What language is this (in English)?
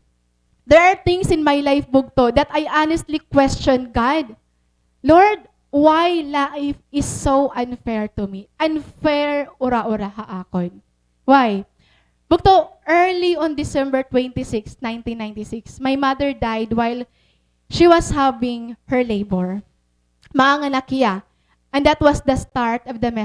Waray